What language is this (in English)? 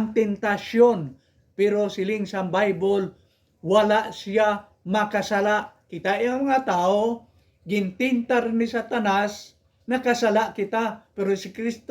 Hiligaynon